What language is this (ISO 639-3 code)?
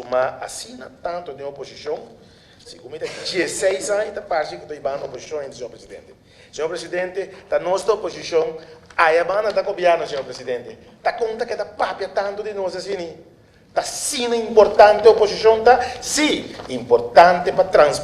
pap